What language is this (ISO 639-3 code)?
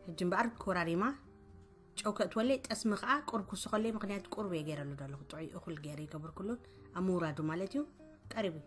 tir